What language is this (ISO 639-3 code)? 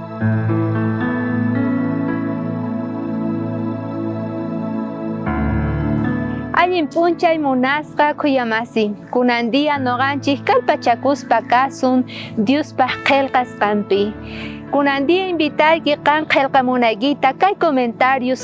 quh